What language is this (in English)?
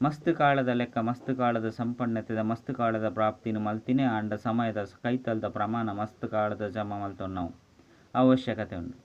Tulu